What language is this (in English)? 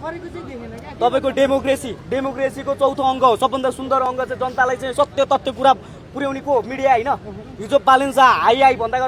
Nepali